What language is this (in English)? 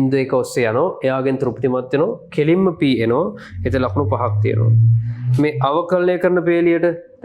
Sinhala